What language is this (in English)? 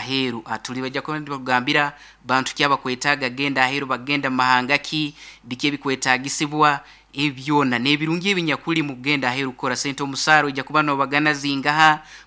Nyankole